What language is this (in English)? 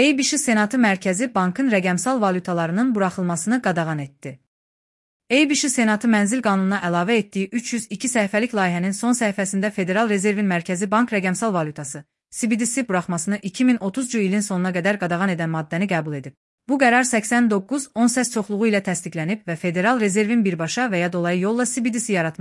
Azerbaijani